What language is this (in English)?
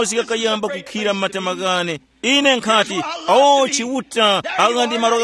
Tumbuka